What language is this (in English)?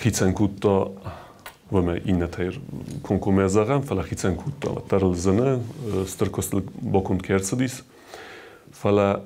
Ossetic